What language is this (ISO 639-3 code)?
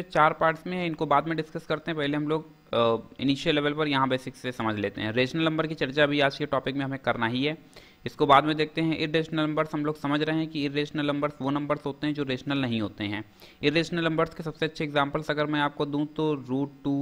hin